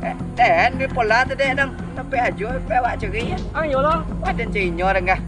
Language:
Minangkabau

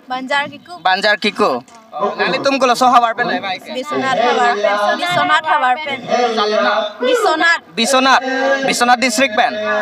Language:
Karbi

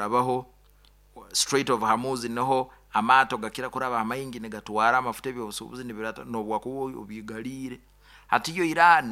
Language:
Nyoro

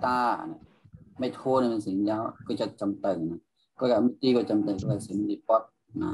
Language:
Shan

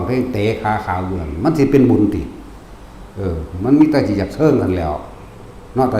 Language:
Northeastern Thai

